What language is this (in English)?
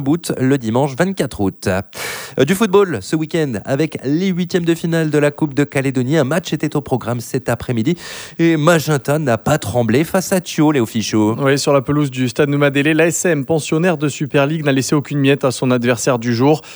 French